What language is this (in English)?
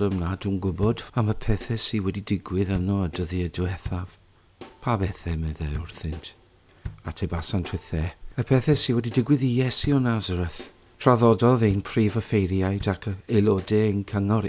Welsh